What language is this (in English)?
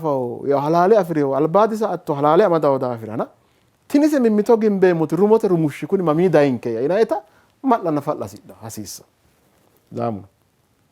Sidamo